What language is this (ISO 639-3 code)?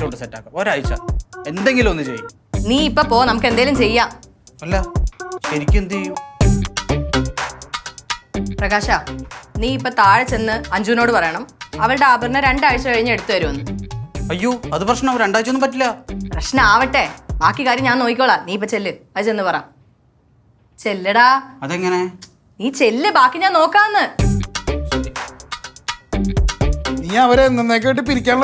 mal